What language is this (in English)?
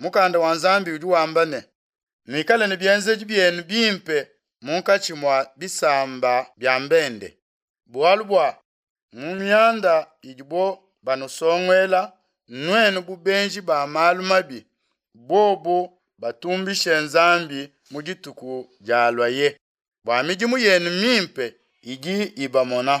Luba-Lulua